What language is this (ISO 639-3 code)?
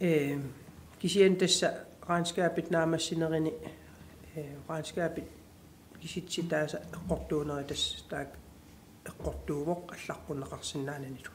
kal